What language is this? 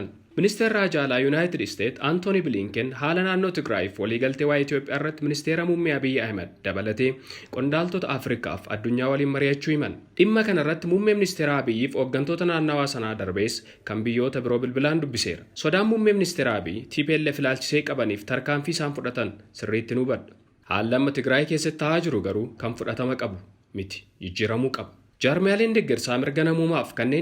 Oromo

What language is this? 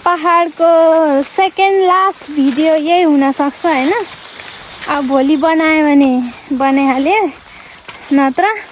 Nepali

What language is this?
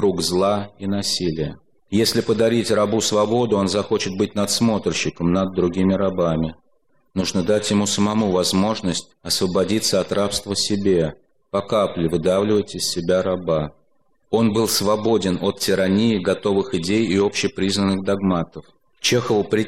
Russian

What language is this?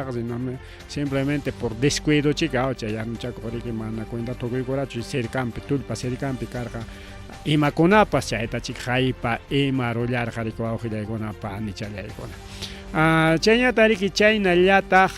Ayacucho Quechua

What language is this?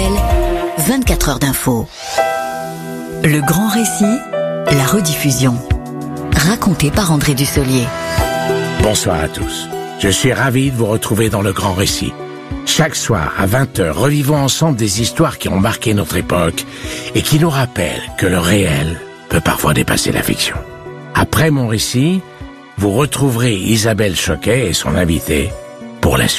French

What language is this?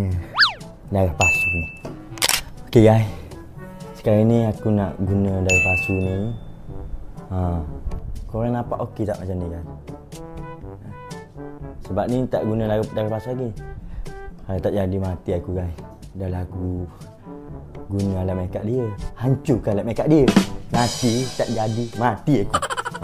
Malay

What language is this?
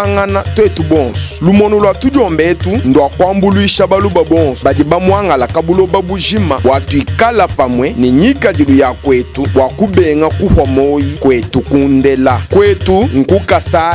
Luba-Lulua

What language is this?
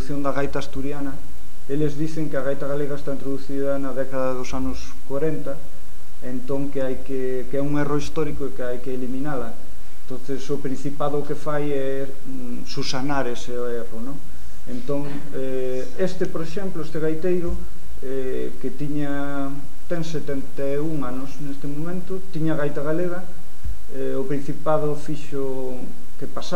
Galician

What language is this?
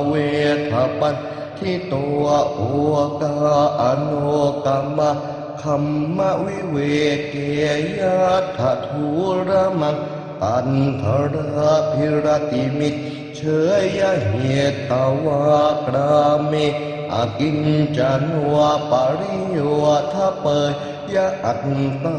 Pali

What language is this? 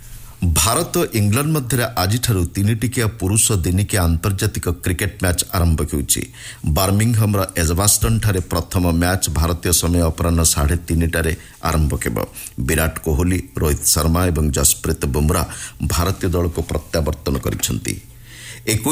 Odia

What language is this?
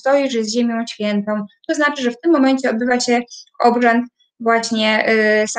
Polish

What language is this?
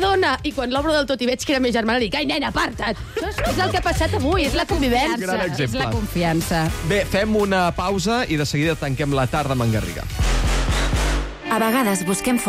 Catalan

